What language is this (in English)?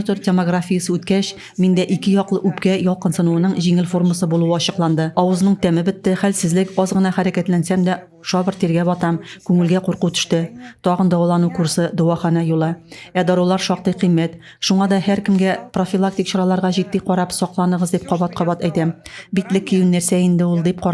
Tatar